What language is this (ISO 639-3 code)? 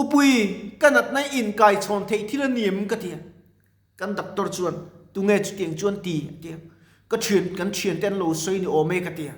lus